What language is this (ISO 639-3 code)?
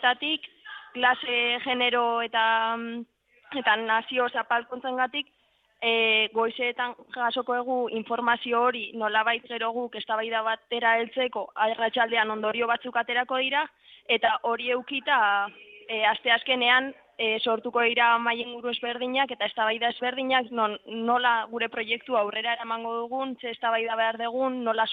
eus